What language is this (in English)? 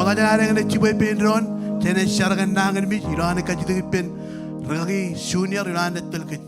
Marshallese